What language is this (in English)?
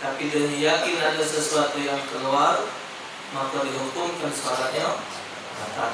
Musi